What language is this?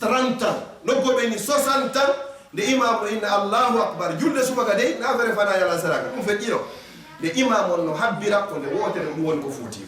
Fula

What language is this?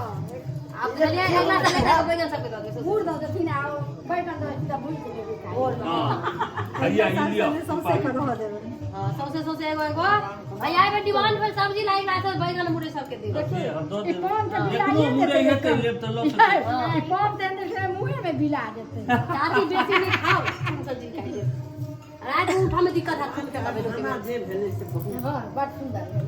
Maithili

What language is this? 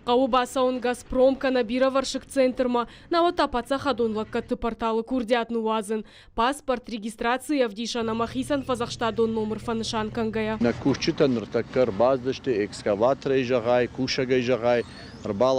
Ossetic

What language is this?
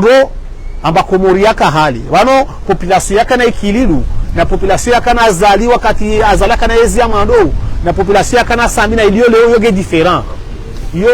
Ngazidja Comorian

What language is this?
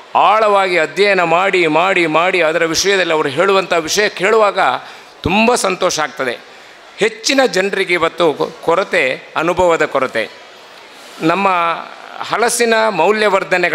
Kannada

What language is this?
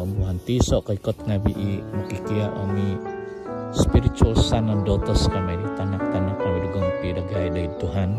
Central Dusun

